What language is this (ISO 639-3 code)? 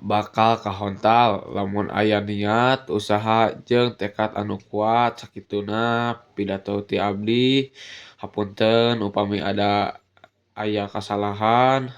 sun